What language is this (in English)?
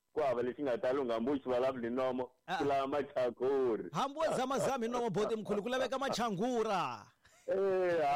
Tsonga